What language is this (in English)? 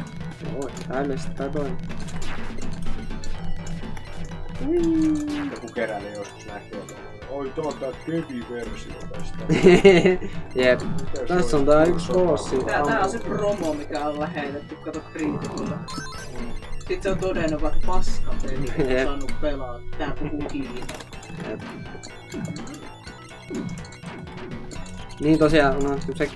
Finnish